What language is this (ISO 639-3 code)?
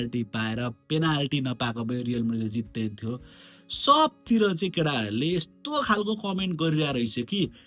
nep